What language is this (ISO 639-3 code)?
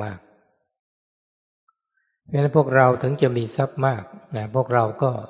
tha